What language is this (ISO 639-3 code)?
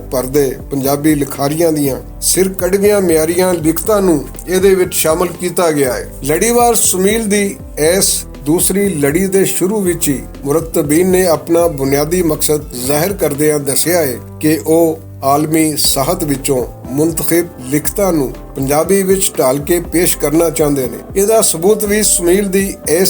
lah